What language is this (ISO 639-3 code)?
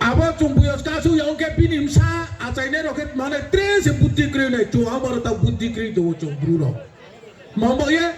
ria